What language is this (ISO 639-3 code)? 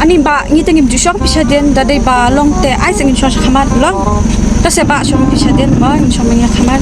kha